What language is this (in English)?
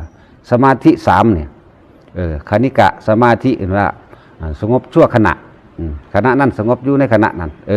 Northeastern Thai